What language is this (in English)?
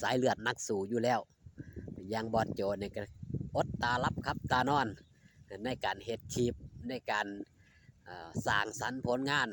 Northeastern Thai